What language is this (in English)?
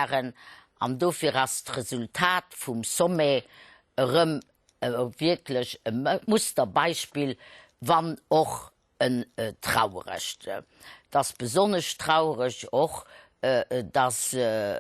Luxembourgish